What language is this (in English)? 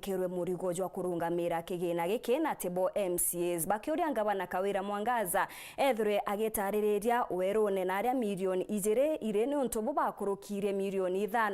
Meru